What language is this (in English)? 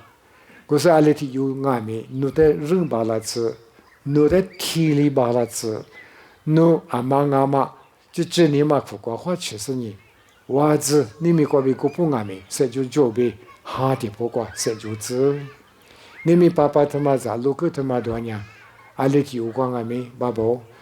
Lisu